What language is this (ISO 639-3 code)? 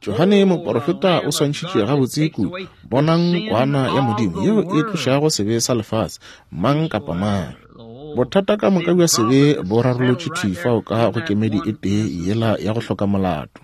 nso